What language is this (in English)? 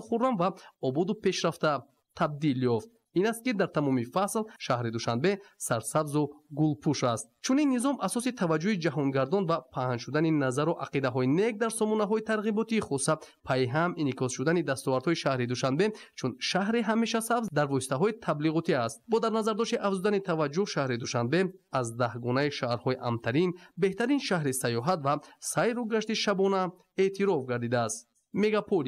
Tajik